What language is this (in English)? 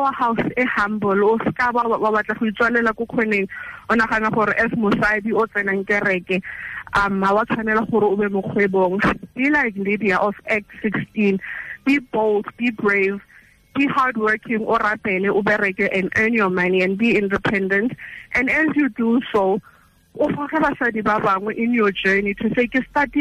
Tswana